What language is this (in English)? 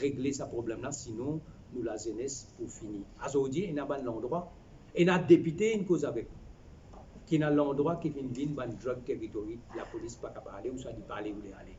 Morisyen